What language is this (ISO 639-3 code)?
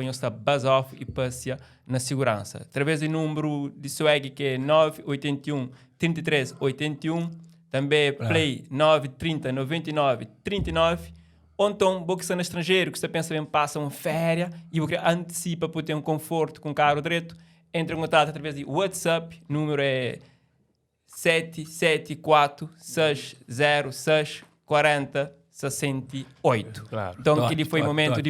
kea